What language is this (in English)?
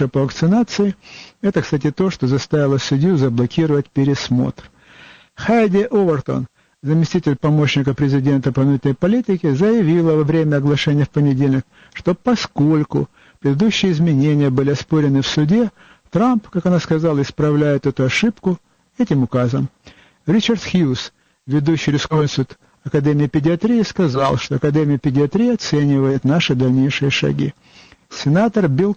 Russian